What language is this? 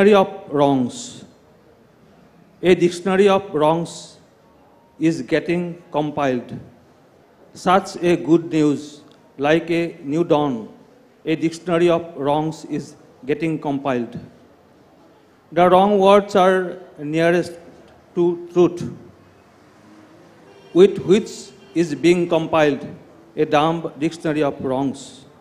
Malayalam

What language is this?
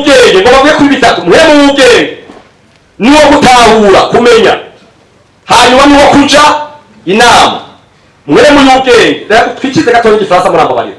Rundi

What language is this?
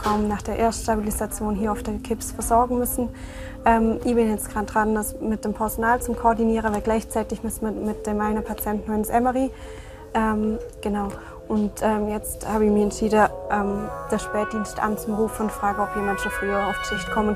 Romansh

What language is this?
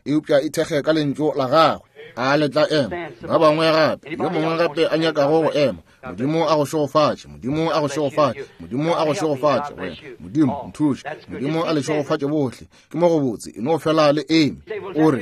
Northern Sotho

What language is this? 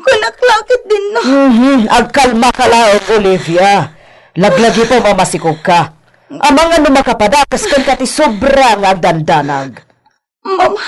Iloko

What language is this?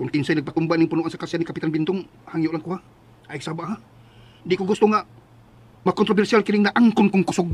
Cebuano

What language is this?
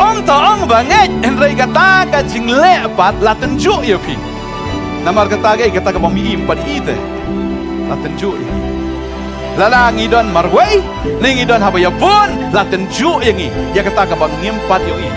Khasi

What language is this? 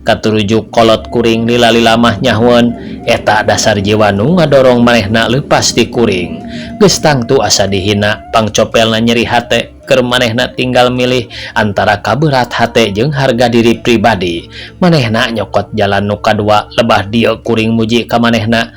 Sundanese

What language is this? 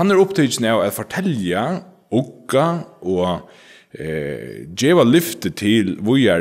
Faroese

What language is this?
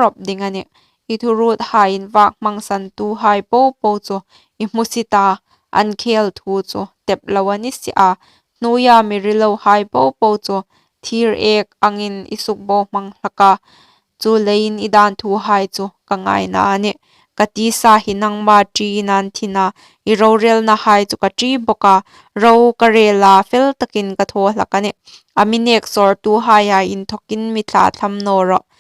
Hmar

